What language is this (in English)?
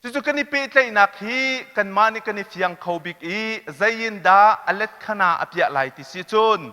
Hakha Chin